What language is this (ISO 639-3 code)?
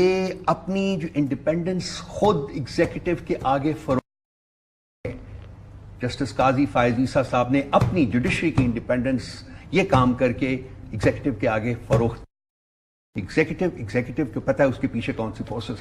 urd